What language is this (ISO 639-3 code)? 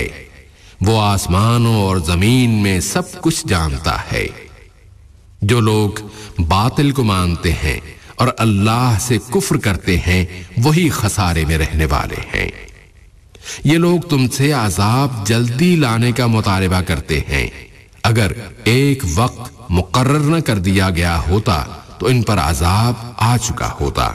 urd